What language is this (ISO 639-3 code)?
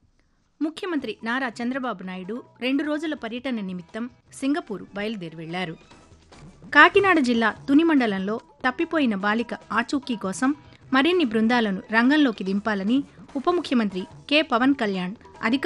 tel